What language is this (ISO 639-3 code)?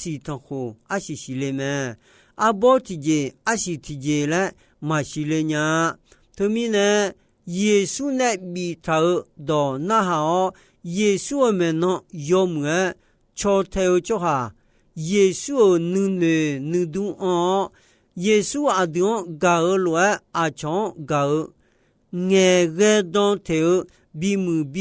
ahk